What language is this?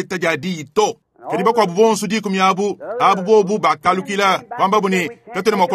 Luba-Lulua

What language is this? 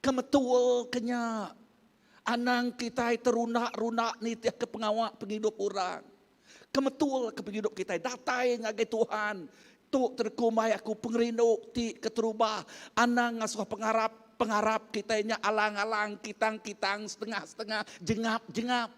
Iban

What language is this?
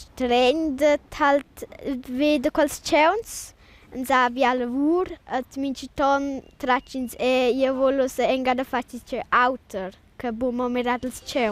Romansh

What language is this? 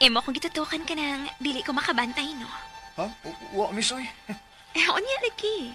Cebuano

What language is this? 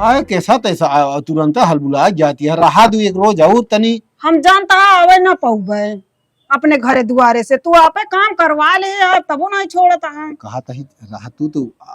Awadhi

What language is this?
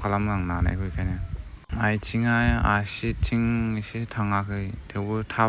Bodo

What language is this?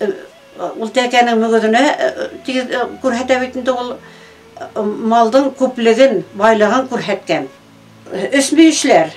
Bashkir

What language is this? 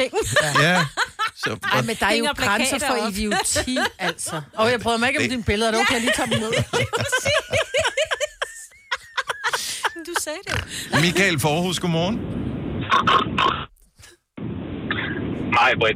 Danish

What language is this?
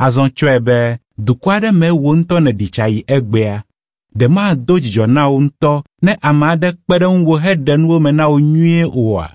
Ewe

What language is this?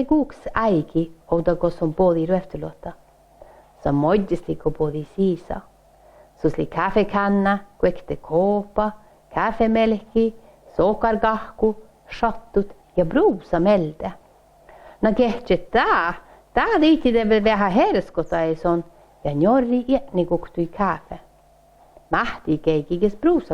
Northern Sami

